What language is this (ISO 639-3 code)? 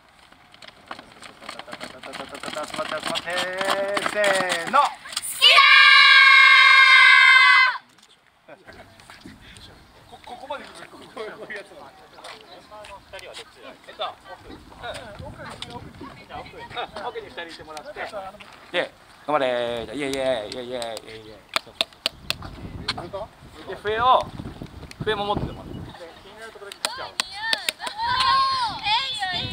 jpn